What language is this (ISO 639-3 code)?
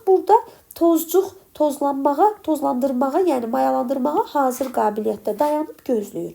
aze